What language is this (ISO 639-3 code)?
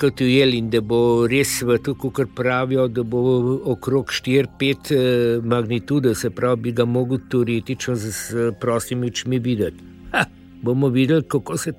slv